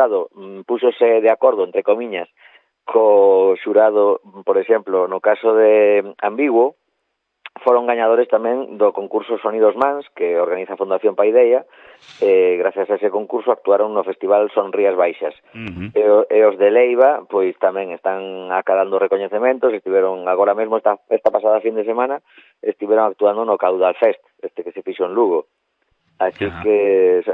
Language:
Galician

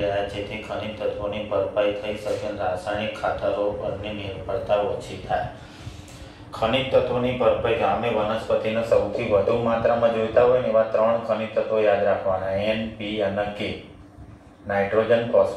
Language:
Gujarati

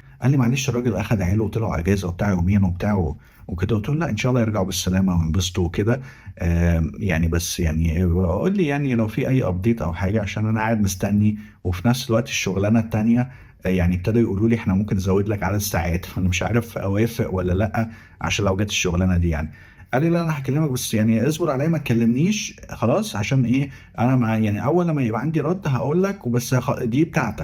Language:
Egyptian Arabic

